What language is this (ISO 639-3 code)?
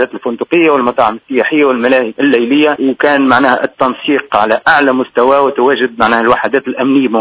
aeb